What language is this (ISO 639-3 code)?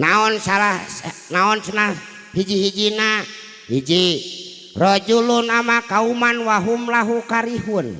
sun